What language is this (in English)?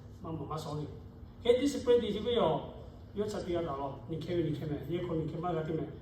Lahu